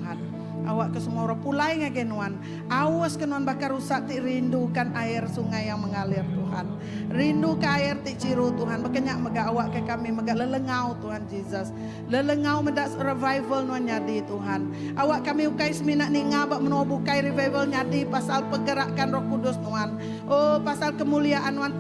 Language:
Iban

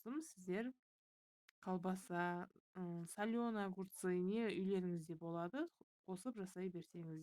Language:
Kazakh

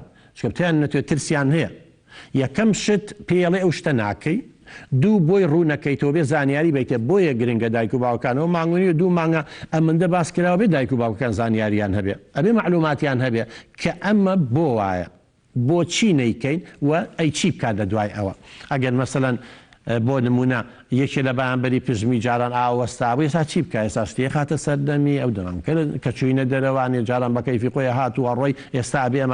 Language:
Central Kurdish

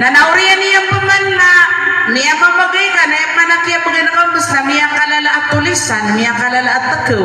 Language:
Maranao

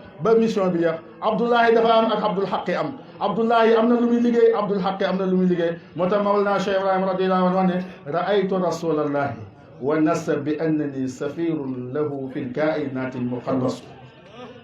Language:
Wolof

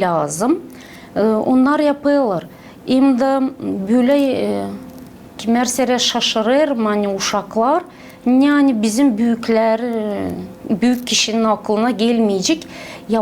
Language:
Gagauz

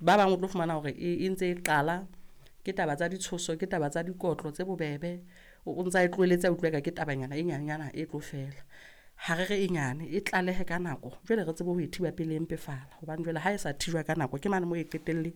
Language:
Southern Sotho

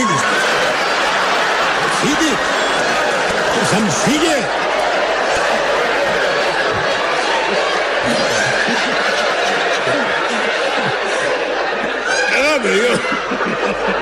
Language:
Hebrew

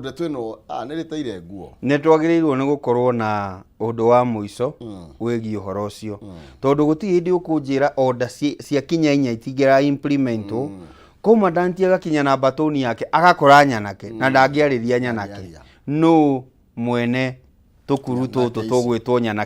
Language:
Kikuyu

